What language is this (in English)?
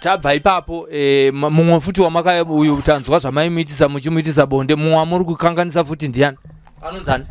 Shona